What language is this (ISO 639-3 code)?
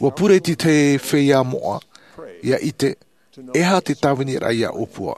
tah